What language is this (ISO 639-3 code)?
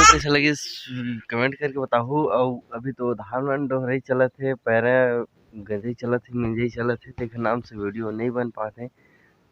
hne